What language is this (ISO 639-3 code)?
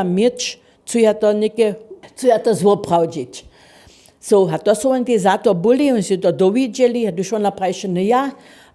hsb